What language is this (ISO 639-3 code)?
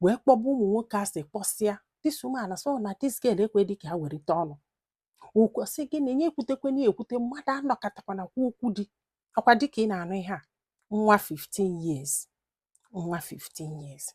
ibo